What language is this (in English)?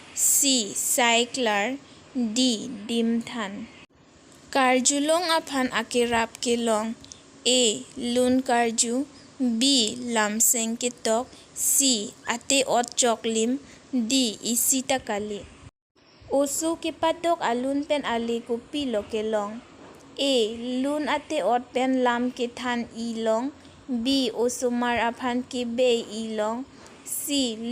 Karbi